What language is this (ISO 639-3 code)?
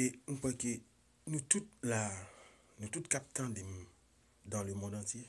hat